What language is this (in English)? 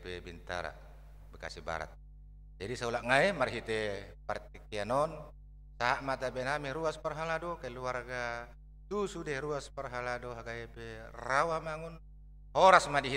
Batak Toba